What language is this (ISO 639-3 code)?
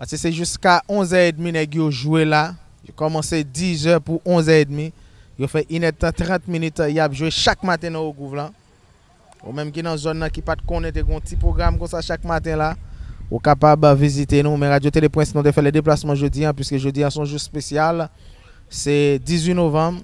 hat